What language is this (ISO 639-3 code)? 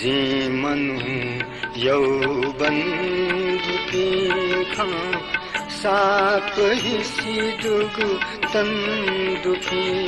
new